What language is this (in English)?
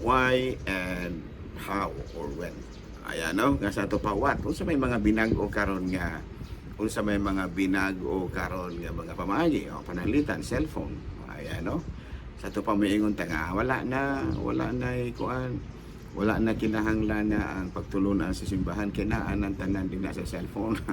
Cebuano